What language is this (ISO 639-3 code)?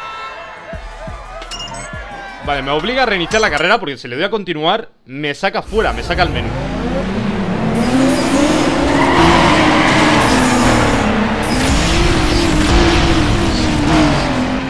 spa